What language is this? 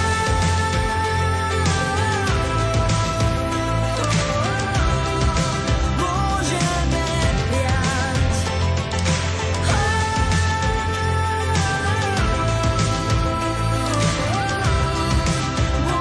Slovak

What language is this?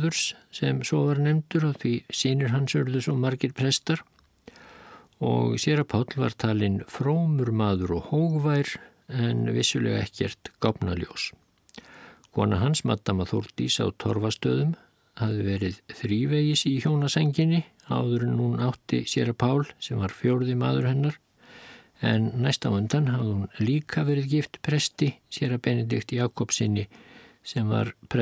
Icelandic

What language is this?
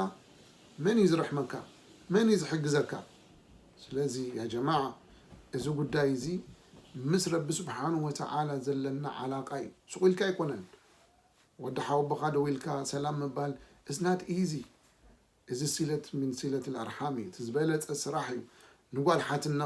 Tigrinya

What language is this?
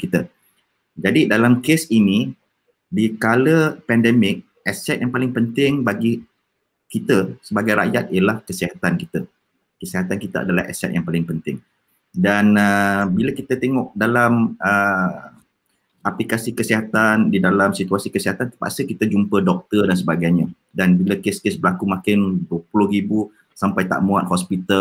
Malay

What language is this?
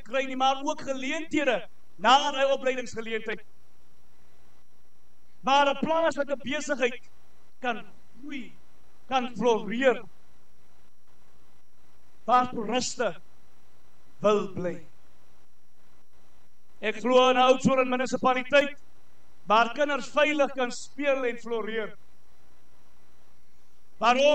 Afrikaans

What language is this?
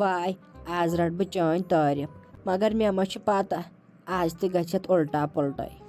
Kashmiri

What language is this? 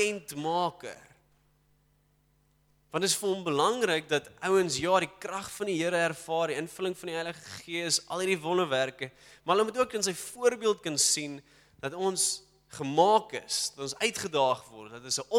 Afrikaans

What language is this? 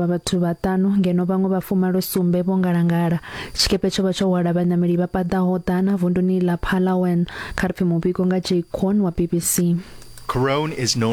Venda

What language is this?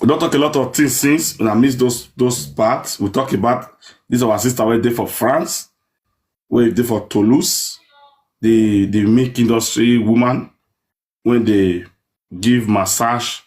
Nigerian Pidgin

